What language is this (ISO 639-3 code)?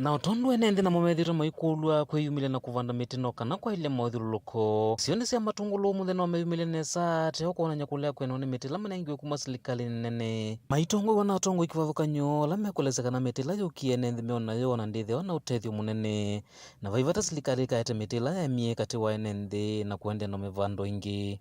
kam